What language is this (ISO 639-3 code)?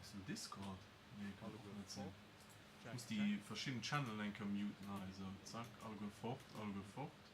ltz